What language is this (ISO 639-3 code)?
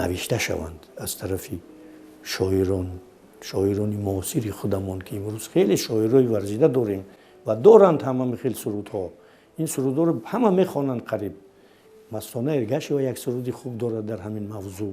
tgk